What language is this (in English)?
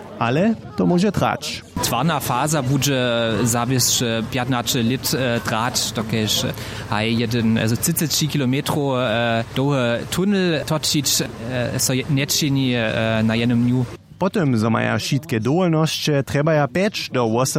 Upper Sorbian